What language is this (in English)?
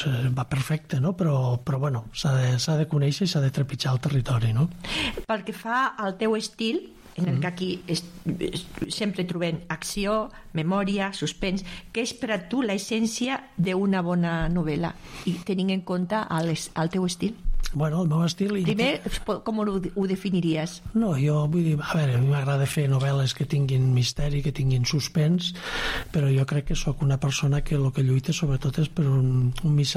Catalan